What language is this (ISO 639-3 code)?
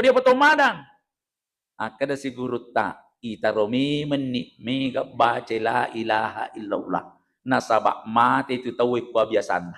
bug